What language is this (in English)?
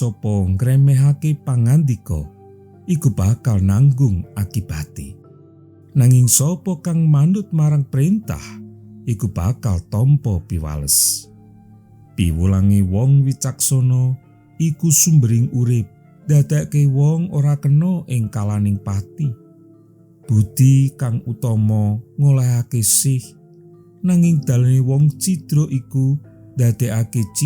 Javanese